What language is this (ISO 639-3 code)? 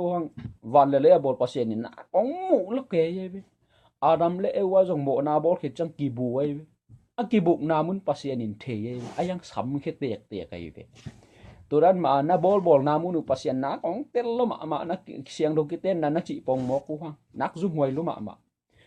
ctd